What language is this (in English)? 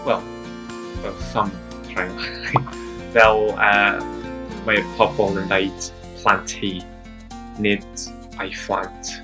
Welsh